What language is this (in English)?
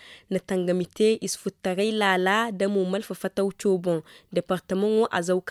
Zarma